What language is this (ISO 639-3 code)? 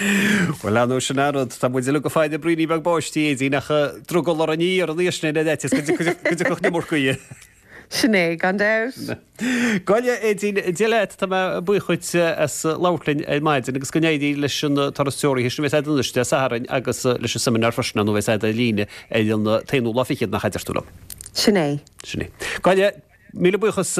gle